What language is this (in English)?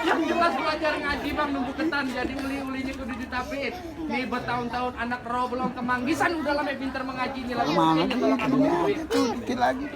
Betawi